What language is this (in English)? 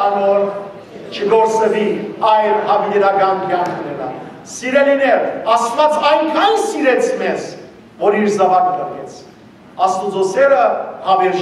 Western Armenian